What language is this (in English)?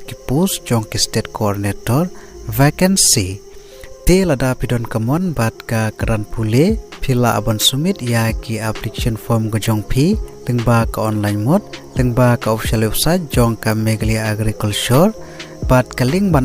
Khasi